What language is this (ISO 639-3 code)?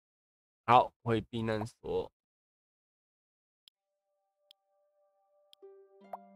zho